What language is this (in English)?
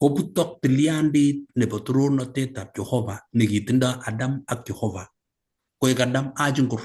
Kalenjin